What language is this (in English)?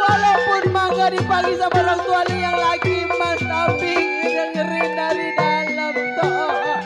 Betawi